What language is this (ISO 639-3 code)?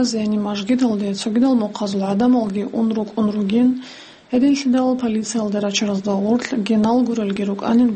ava